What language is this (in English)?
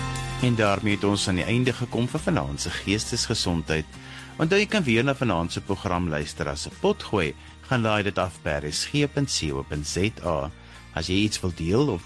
Afrikaans